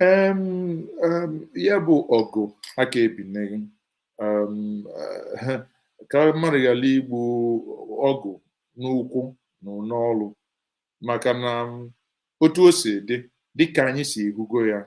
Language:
Igbo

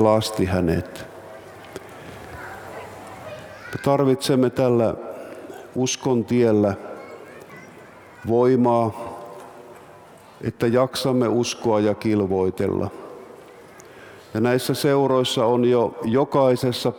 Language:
Finnish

